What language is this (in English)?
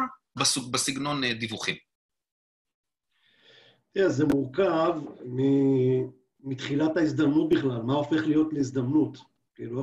Hebrew